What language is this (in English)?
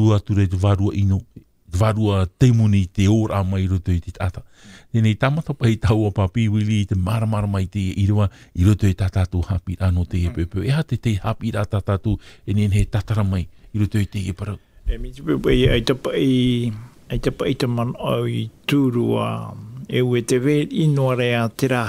Tahitian